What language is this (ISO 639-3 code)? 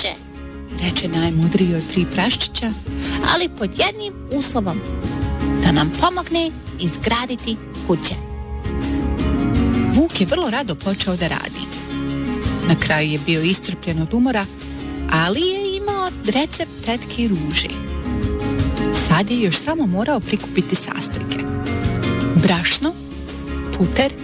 bos